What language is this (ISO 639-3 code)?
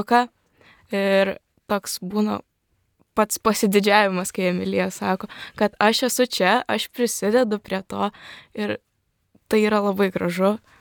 lit